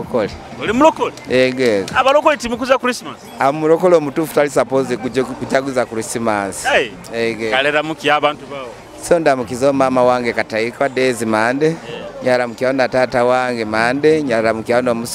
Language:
Nyoro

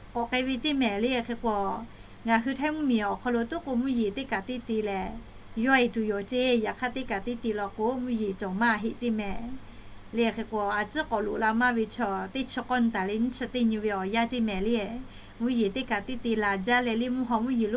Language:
Lahu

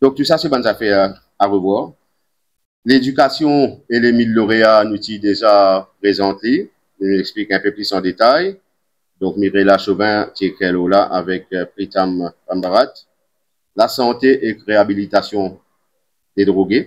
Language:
Morisyen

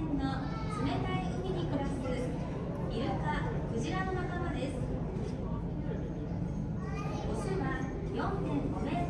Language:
Japanese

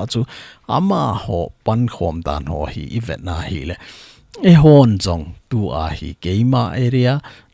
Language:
Thado Chin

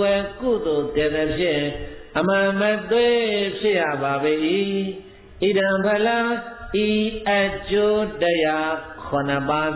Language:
Burmese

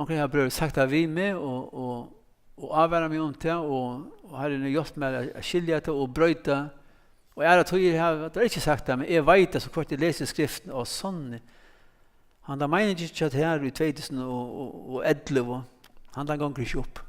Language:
Faroese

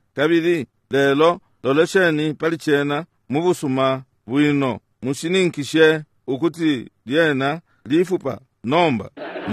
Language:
Bemba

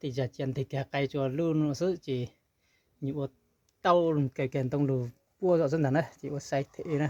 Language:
Hmong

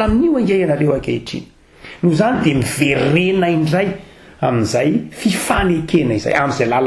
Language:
Malagasy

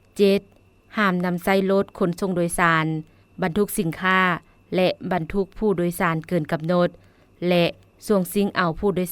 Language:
Lao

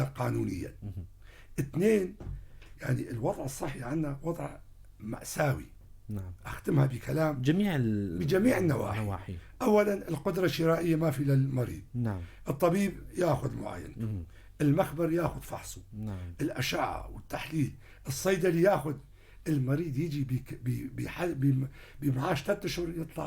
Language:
North Levantine Arabic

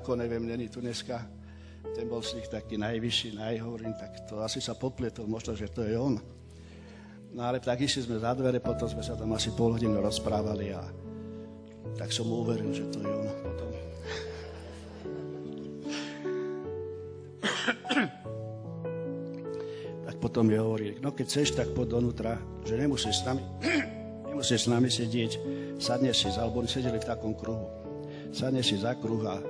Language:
Slovak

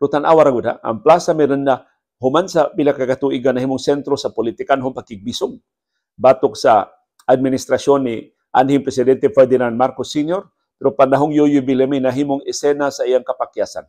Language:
Cebuano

